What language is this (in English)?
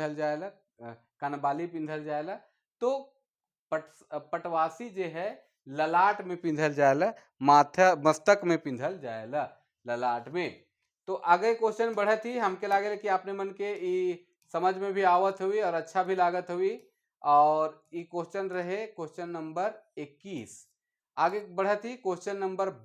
Sadri